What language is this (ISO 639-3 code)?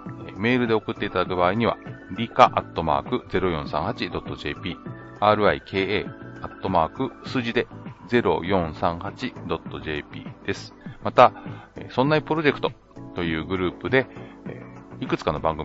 jpn